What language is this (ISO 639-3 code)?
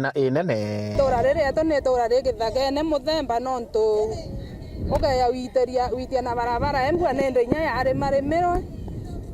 mer